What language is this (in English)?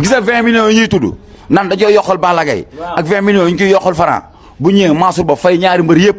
Wolof